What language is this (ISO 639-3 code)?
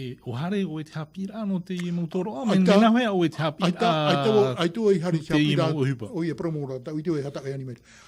tah